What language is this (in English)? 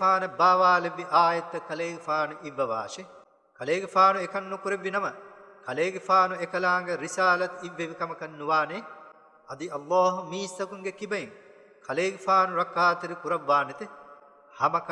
Divehi